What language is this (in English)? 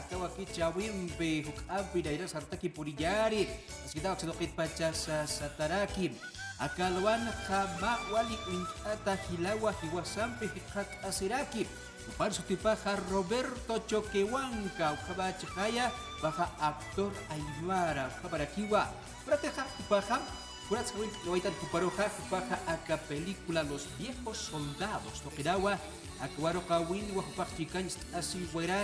Aymara